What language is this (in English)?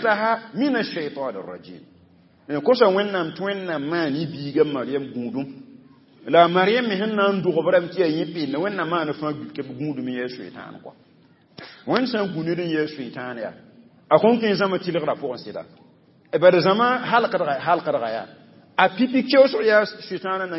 Mossi